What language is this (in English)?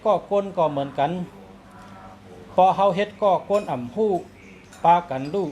Shan